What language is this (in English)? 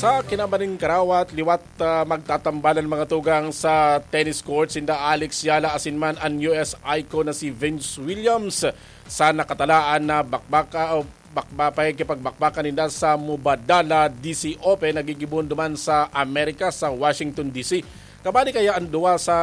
Bikol